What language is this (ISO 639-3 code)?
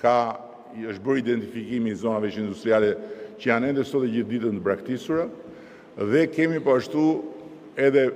sqi